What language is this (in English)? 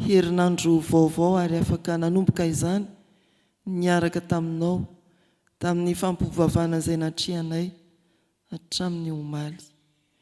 Malagasy